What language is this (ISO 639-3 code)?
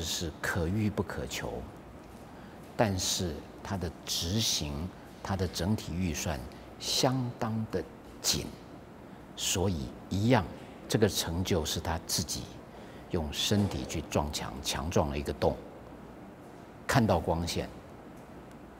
zho